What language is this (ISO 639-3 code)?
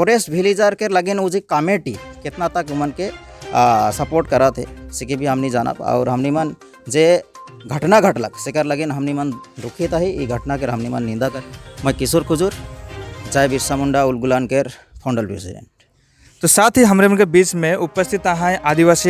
sck